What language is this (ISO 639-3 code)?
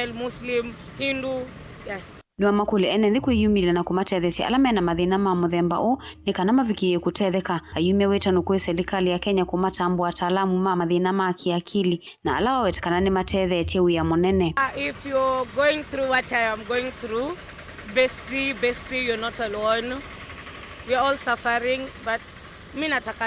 kam